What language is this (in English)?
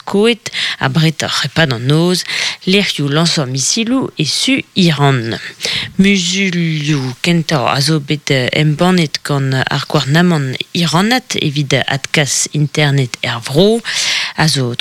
Breton